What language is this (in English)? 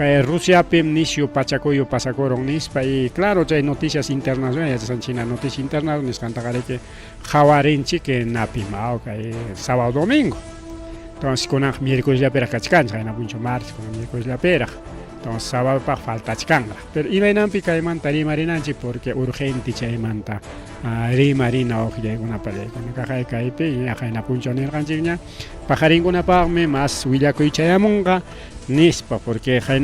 Ayacucho Quechua